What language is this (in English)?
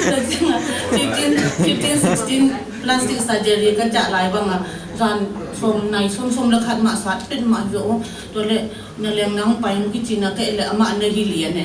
Tedim Chin